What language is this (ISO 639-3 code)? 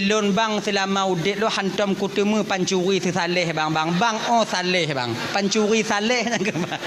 ace